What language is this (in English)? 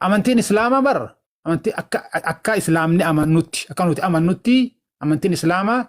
Oromo